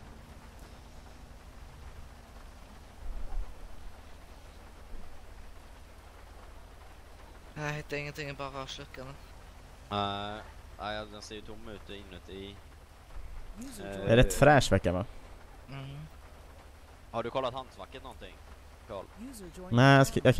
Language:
Swedish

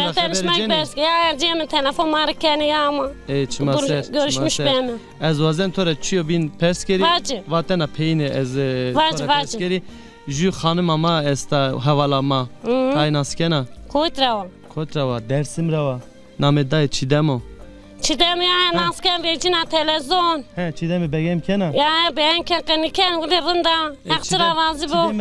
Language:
Zaza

